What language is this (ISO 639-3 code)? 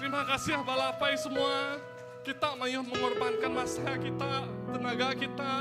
iba